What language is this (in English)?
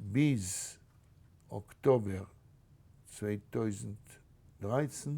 Yiddish